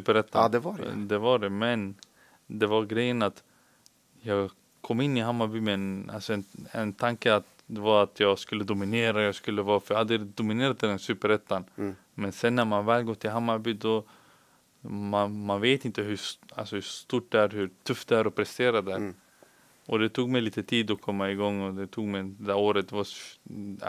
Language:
Swedish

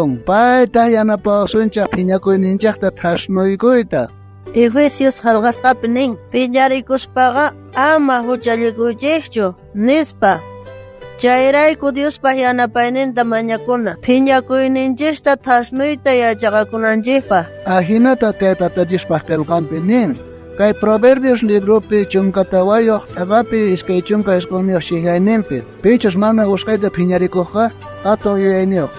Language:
South Bolivian Quechua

